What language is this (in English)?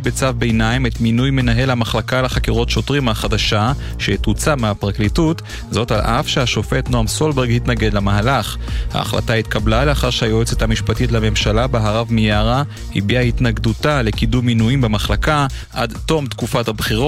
Hebrew